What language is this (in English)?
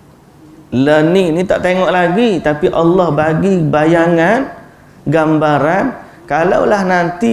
Malay